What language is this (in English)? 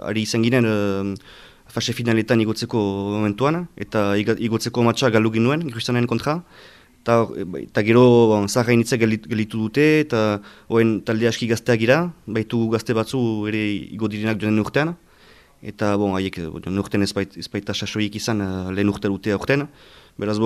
Basque